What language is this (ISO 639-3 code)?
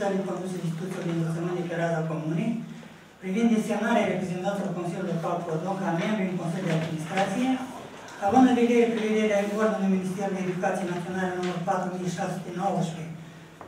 ron